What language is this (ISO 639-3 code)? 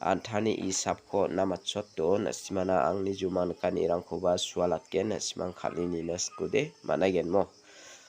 grt